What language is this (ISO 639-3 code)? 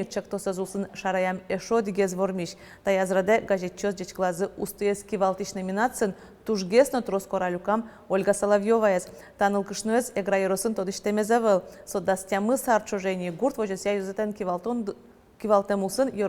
udm